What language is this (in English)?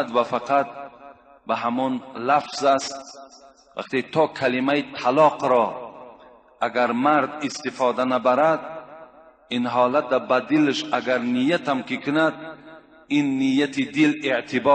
Tajik